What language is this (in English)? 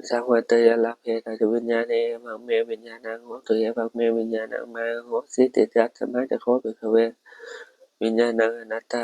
Pali